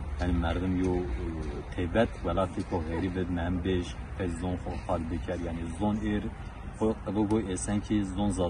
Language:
Zaza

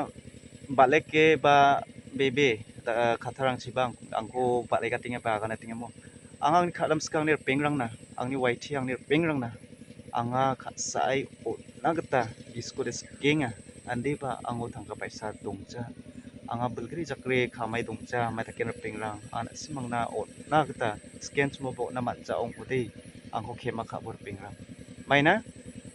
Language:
Garo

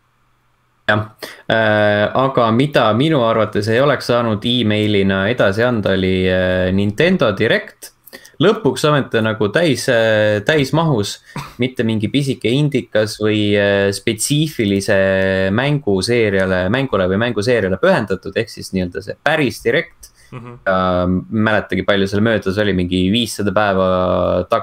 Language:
Estonian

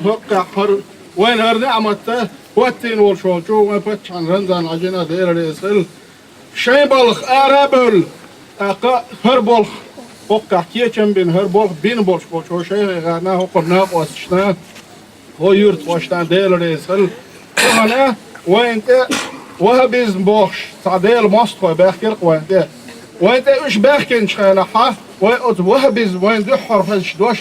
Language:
Chechen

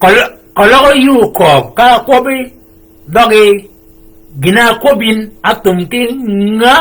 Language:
Shilluk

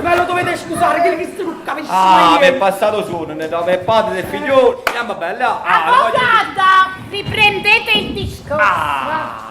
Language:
Neapolitan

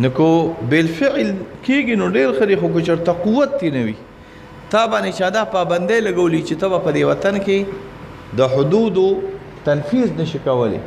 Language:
Pashto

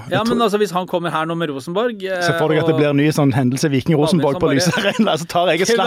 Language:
Norwegian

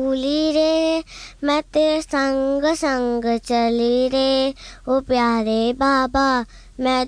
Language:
Hindi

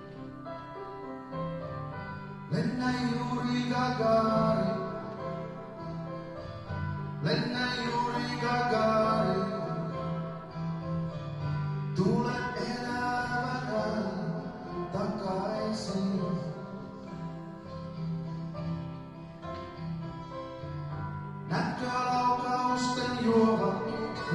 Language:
Finnish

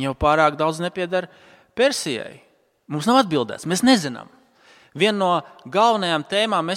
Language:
Latvian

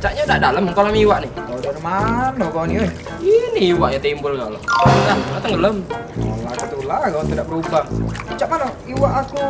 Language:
Musi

